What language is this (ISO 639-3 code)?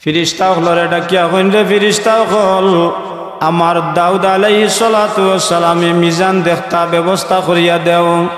syl